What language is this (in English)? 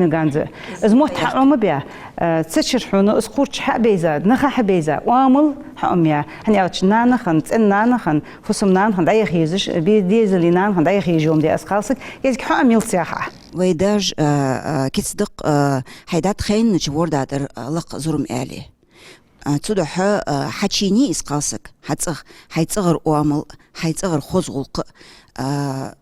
Ingush